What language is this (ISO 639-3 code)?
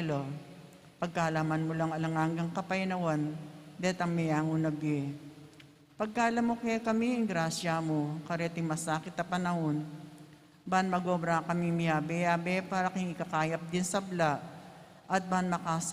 pam